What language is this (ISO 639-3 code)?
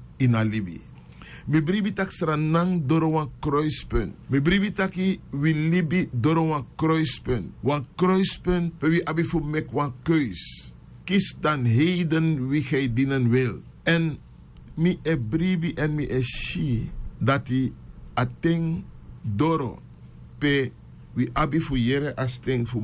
srn